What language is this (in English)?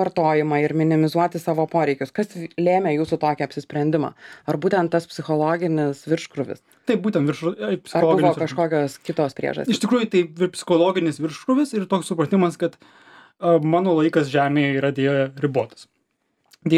Lithuanian